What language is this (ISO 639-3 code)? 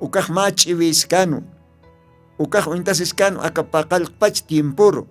aym